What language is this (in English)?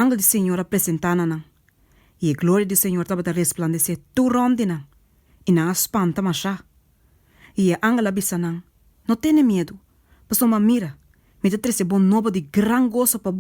Papiamento